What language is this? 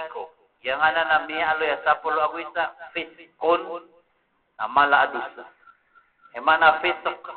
Maranao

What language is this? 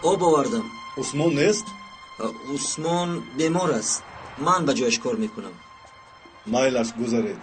Tajik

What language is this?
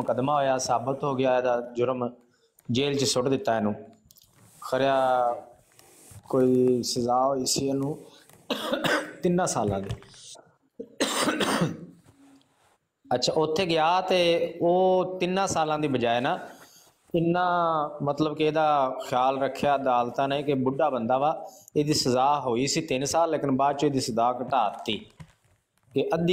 Punjabi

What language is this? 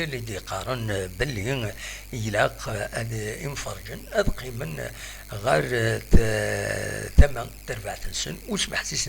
Kabyle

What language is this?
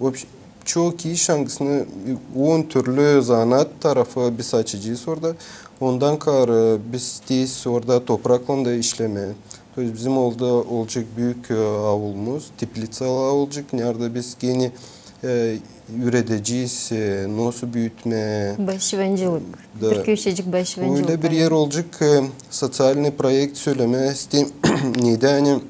Gagauz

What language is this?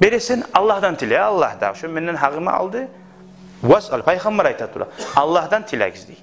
Kumyk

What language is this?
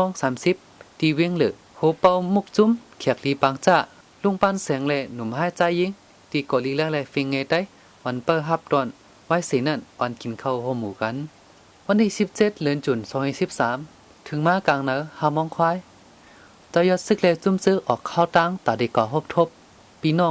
Shan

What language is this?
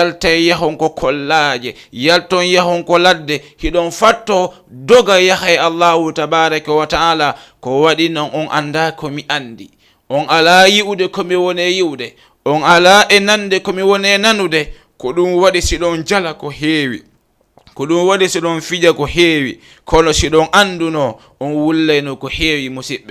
Fula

